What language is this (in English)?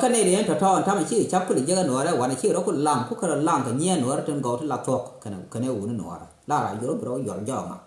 Nuer